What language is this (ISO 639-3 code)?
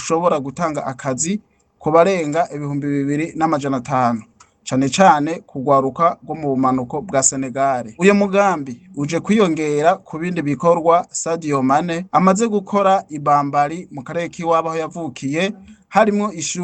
run